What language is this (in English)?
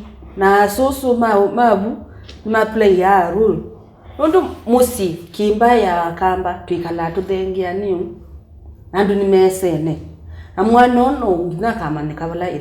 Kamba